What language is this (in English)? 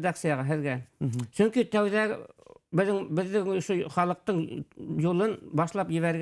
Bashkir